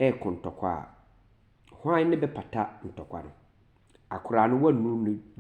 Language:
Akan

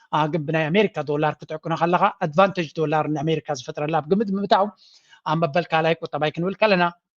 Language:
Tigrinya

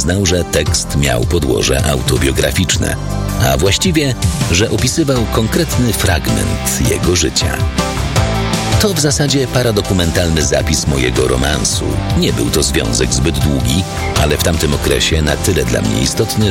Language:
Polish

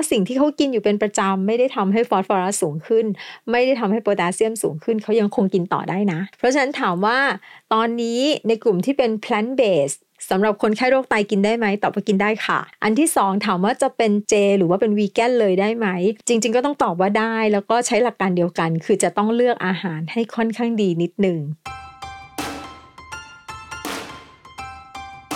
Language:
Thai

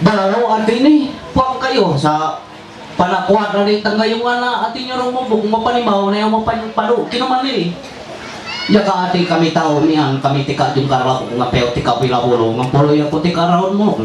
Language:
Ma'anyan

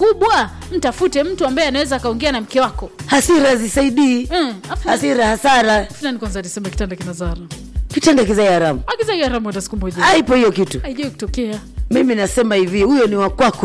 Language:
Swahili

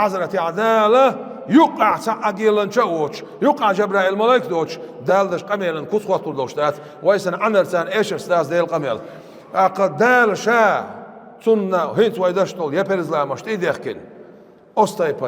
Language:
Chechen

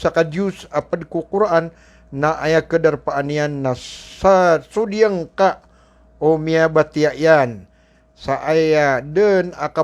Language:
Maranao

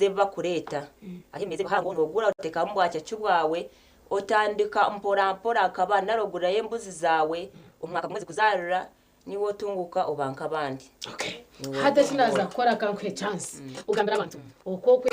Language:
Nyankole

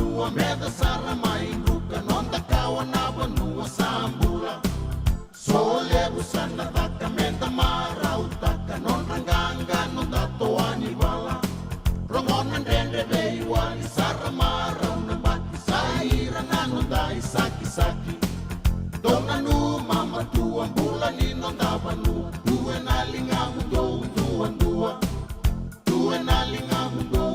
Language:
Fijian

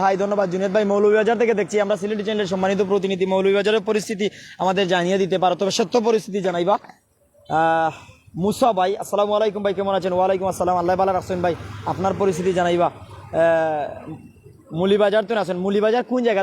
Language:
Sylheti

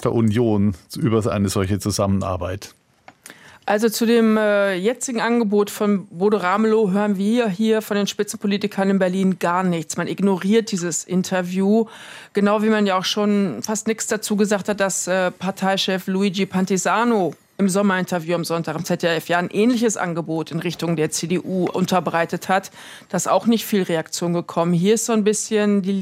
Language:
German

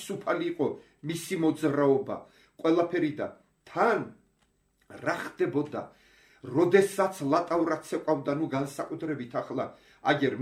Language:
Georgian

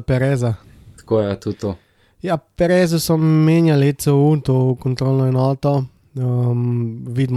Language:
Slovenian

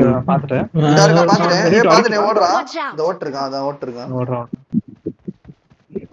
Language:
Tamil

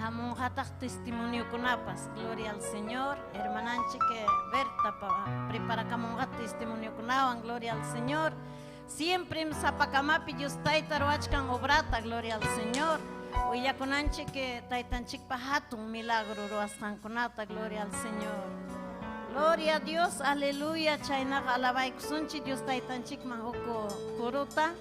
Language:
Ayacucho Quechua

